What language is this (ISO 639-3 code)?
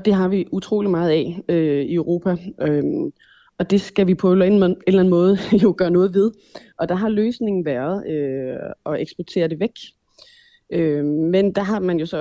dan